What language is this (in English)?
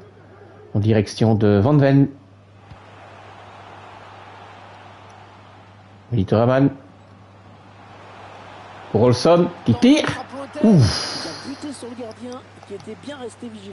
French